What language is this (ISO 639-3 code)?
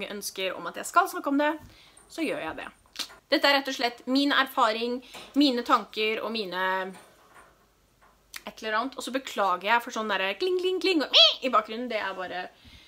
nor